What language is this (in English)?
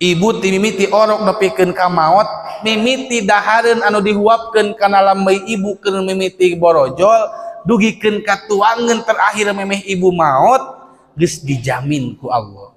Sundanese